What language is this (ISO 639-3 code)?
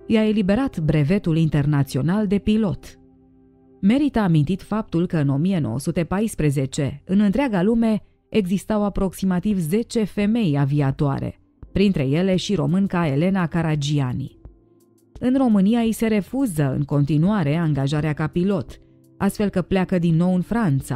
ron